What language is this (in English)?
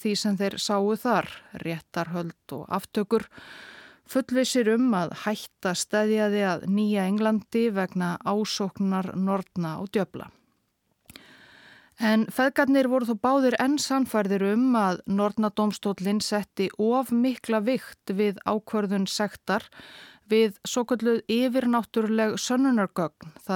Icelandic